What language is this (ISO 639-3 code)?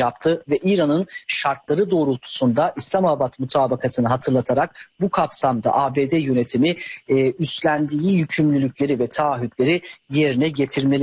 tur